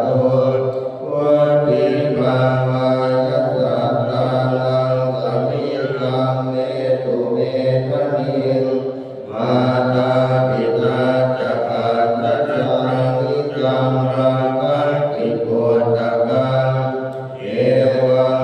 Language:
Pali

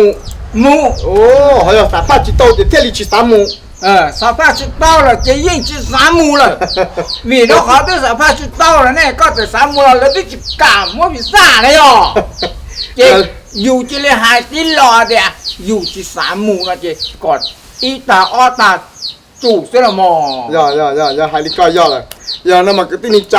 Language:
Hmong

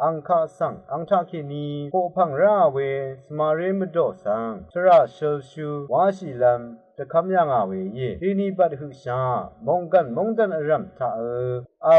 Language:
Rawang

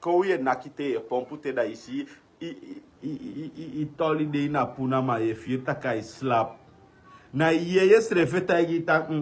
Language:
Sranan Tongo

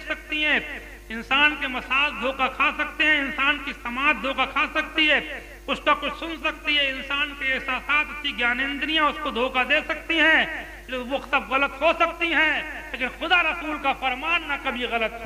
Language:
Urdu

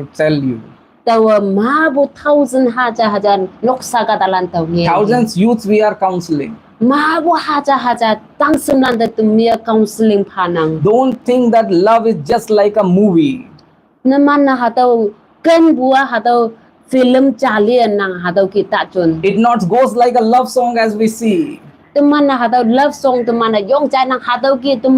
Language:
Konyak Naga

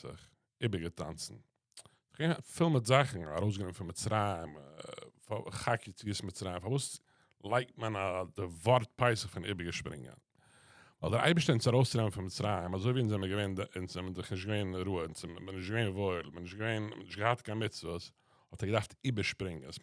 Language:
Yiddish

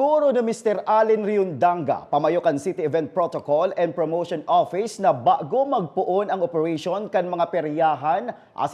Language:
Bikol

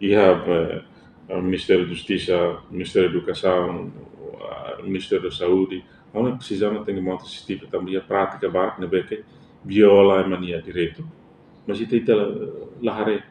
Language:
Tetum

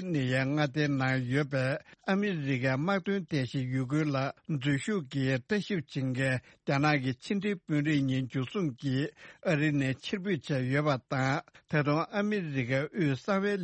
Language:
Tibetan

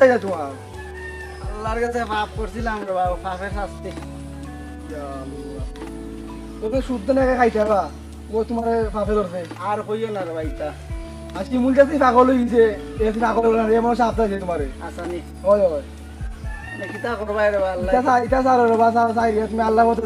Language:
Sylheti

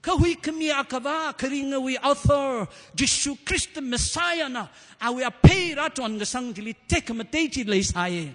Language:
Tangkhul Naga (India)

